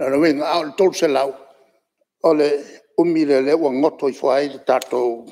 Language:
Samoan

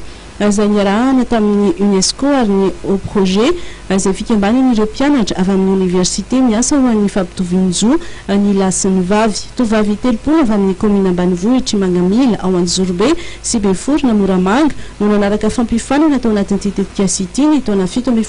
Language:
Malagasy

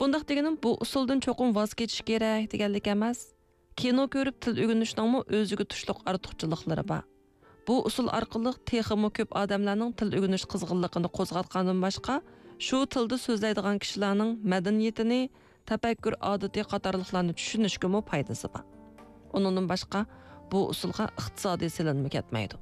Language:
Uyghur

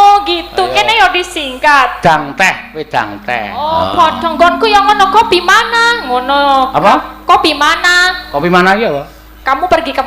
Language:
Javanese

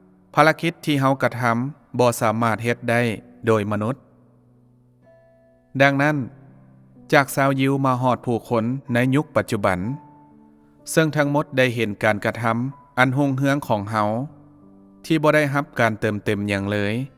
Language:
Lao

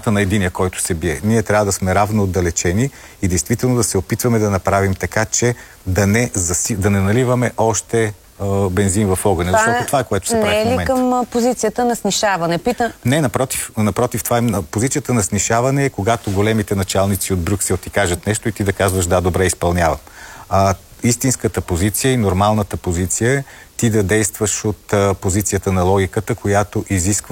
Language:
Bulgarian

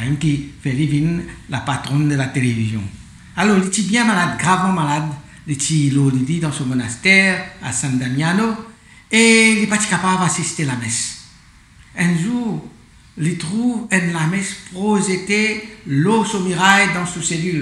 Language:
Morisyen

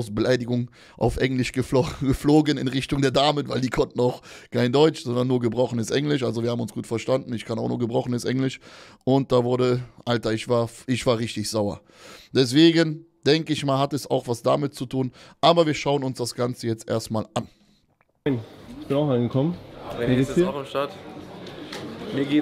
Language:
German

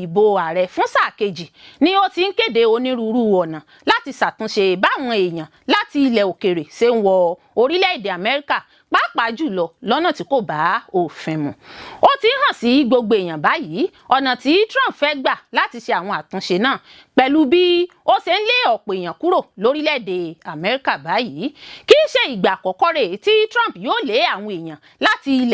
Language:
Yoruba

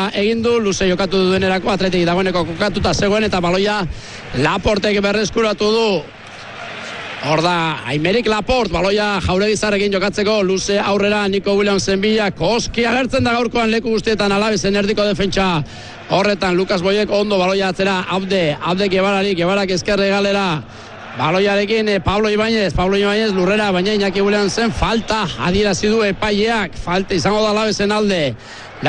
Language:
Basque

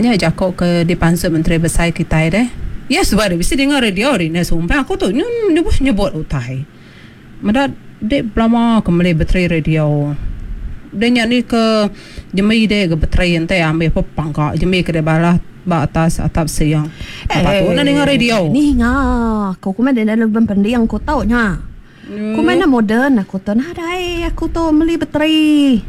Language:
Iban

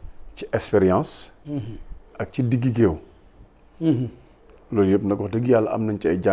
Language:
Wolof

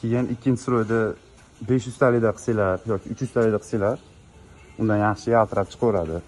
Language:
Uzbek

